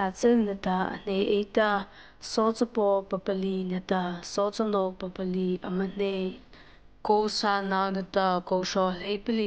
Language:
Mara Chin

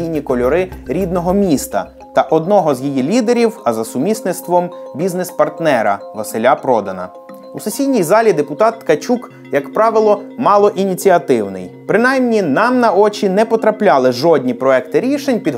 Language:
Ukrainian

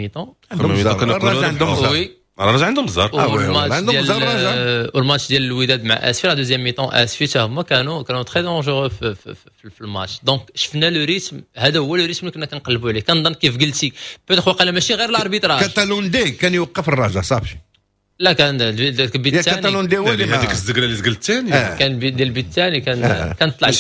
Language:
Moroccan Arabic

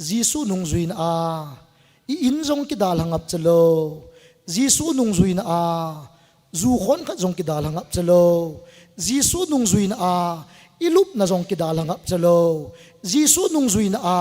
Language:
Thado Chin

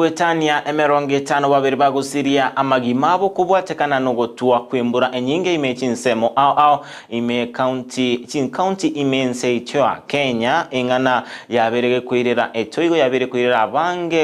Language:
Gusii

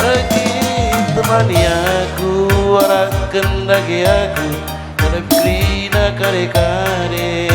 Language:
Batak Karo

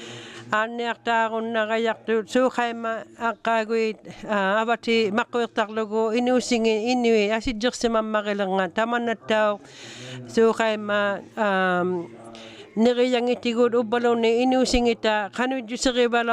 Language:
Inuktitut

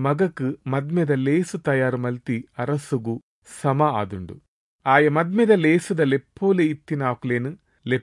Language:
Tulu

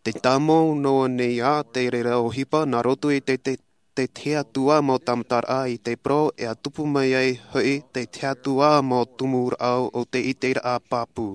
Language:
Tahitian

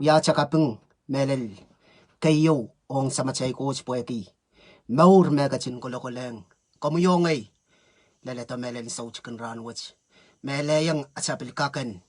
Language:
Pohnpeian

